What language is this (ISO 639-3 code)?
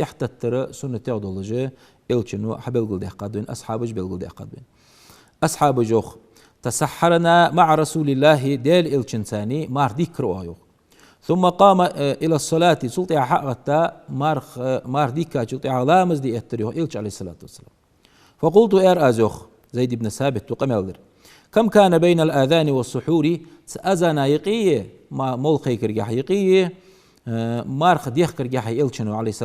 inh